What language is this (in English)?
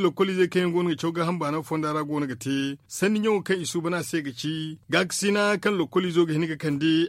Zarma